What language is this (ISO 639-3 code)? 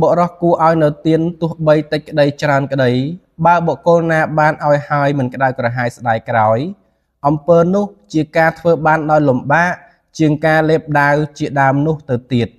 khm